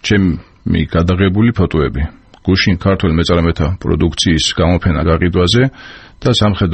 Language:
Georgian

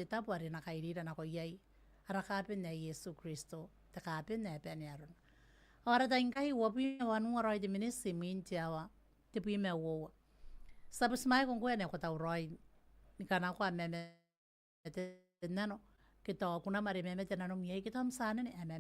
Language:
Gilbertese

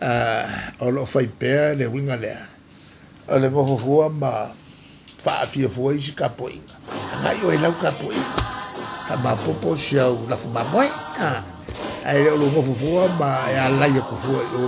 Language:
Samoan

